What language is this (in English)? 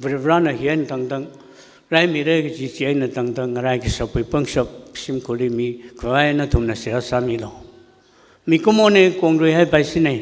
Tangkhul Naga (India)